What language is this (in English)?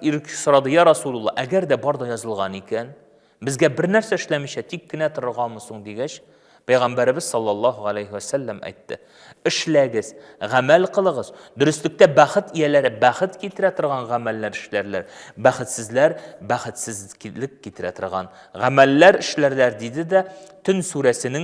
Tatar